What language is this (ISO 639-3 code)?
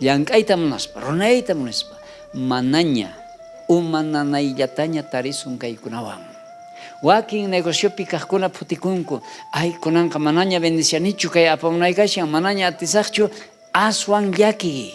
quh